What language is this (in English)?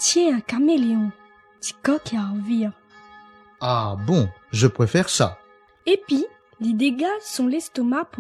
Réunion Creole French